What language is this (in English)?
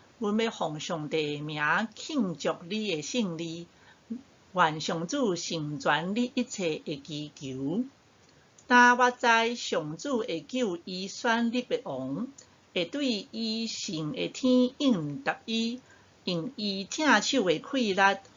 Min Nan Chinese